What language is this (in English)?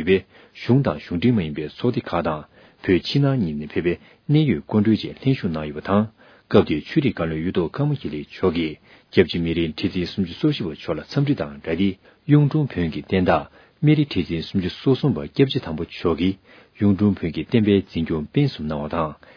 Tibetan